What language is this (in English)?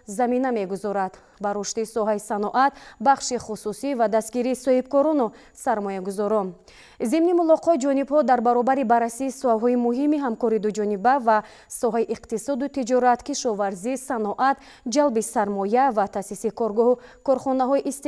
Tajik